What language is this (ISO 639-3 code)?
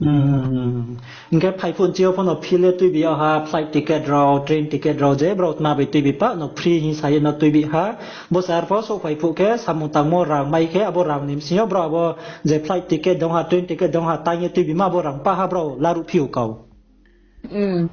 ria